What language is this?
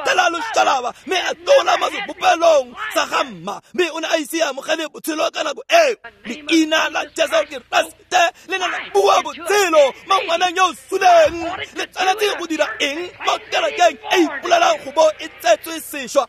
Tswana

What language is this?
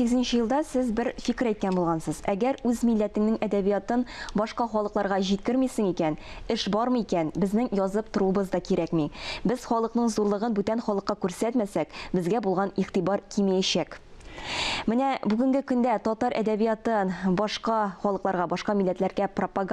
Tatar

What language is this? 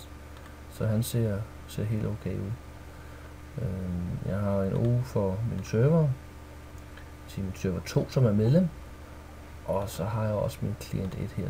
Danish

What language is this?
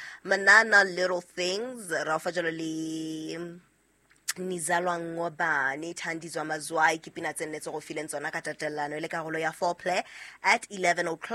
Southern Sotho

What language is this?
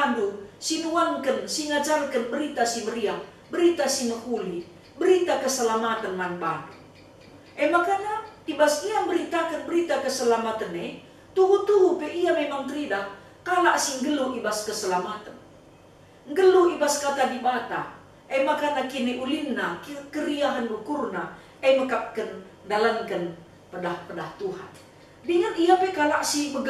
Batak Karo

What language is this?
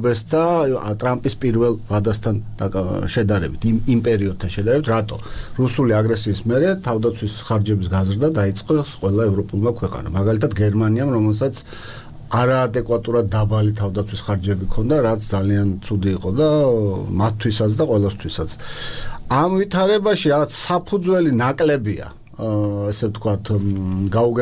Georgian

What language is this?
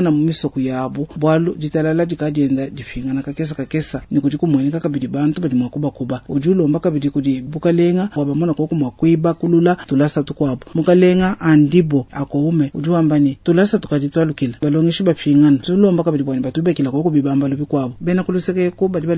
Luba-Lulua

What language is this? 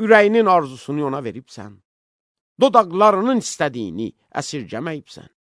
Azerbaijani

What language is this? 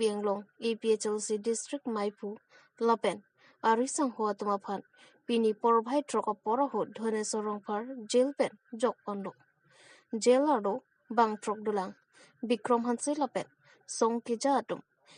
Karbi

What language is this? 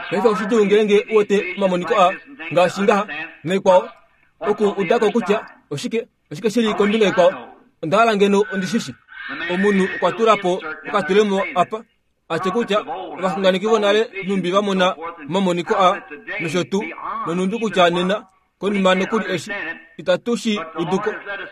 Kuanyama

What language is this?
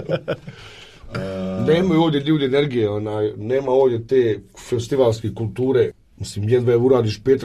Bosnian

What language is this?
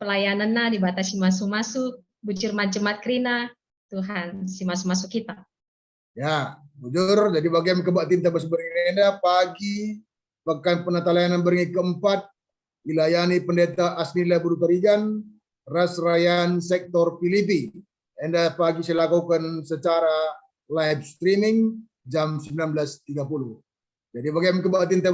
Batak Karo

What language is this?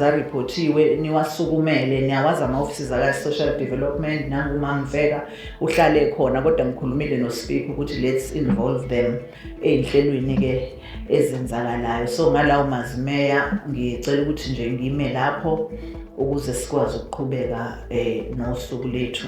Zulu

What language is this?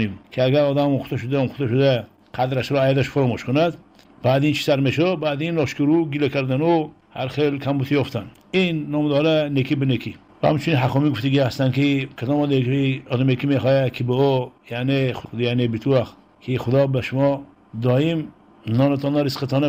Persian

